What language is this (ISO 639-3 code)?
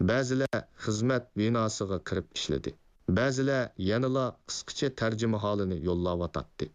uig